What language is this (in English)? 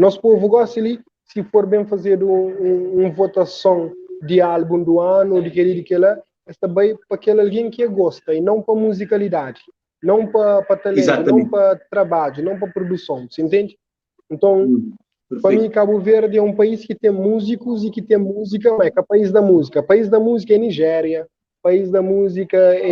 Kabuverdianu